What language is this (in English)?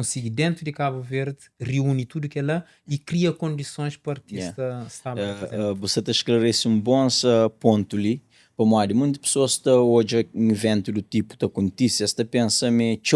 Kabuverdianu